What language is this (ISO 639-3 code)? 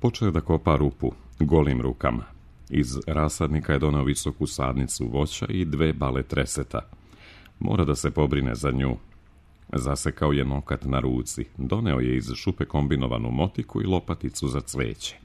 srp